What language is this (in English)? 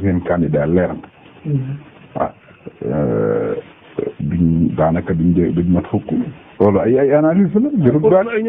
Wolof